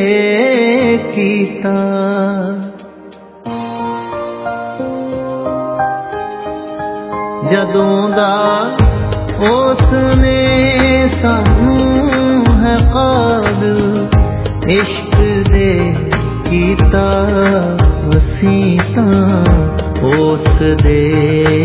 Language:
Punjabi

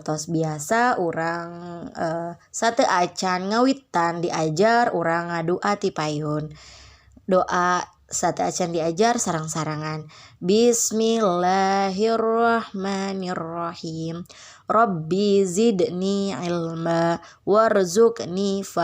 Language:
Sundanese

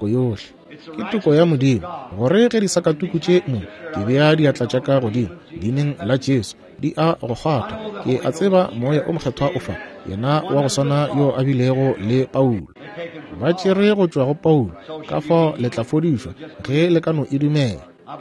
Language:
Northern Sotho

